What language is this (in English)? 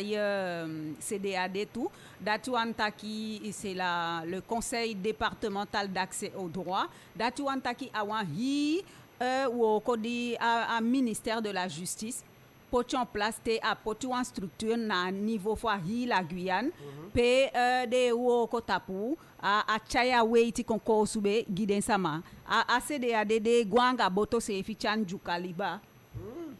Eastern Maroon Creole